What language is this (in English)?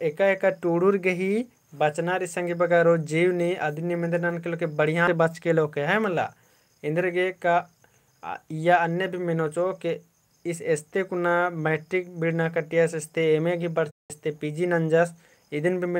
Kurukh